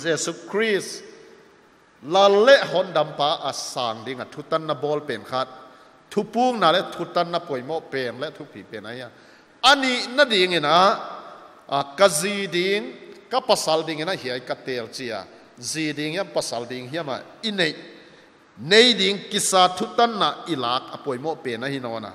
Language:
Paite Chin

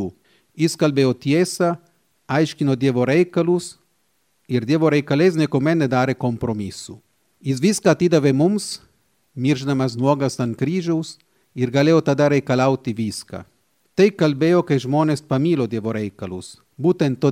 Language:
Lithuanian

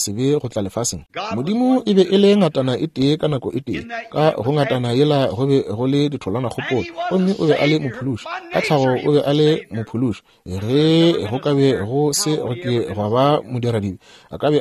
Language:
Northern Sotho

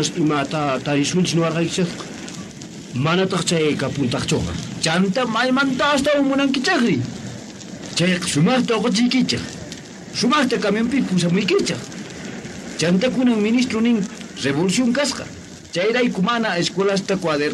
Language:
Quechua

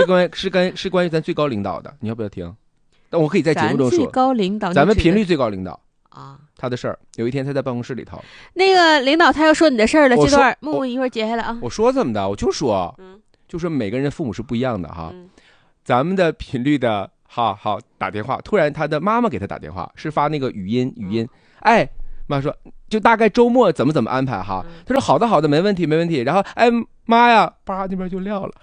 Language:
Chinese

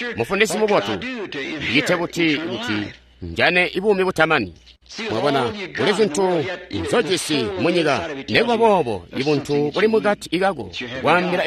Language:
Tonga (Zambia)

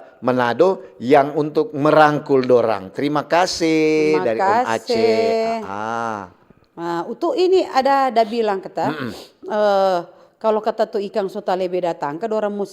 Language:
Manado Malay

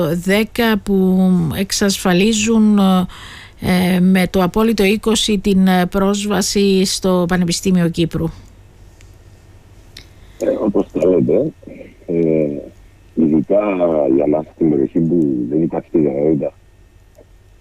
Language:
Greek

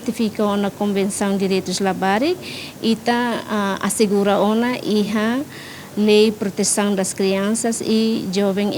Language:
Tetum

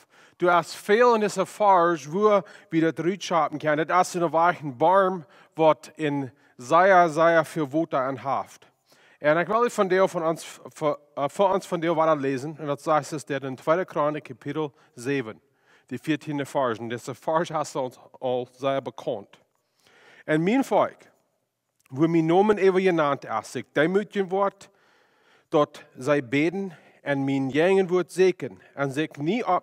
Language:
Plautdietsch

